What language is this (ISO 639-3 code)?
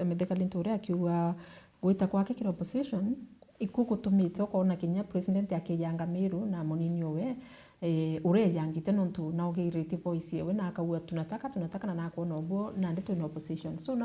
mer